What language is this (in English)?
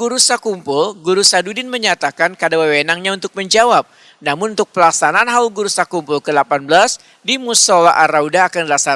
Banjar